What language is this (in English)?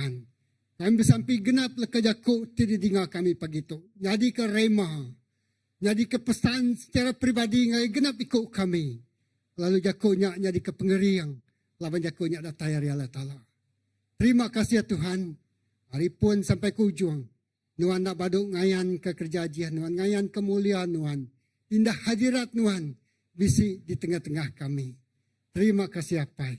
Iban